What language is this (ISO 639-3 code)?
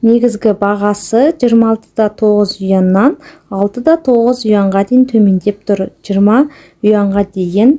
kaz